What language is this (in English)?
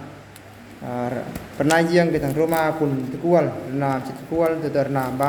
Eastern Bru